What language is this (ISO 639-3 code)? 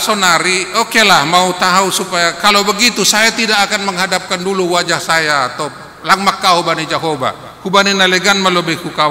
bts